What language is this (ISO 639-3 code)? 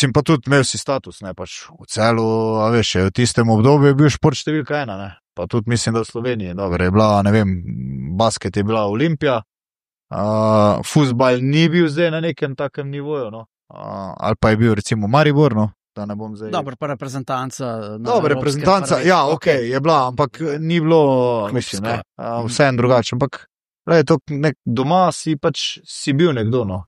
slv